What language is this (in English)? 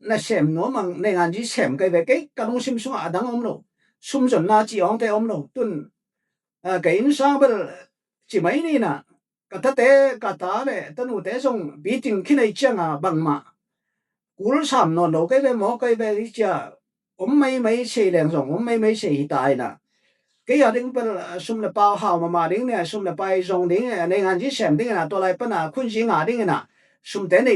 Tedim Chin